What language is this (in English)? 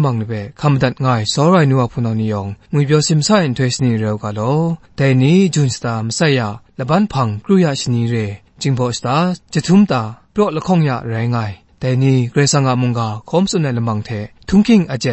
Kachin